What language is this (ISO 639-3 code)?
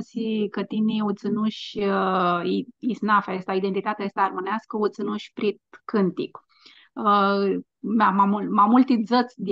rup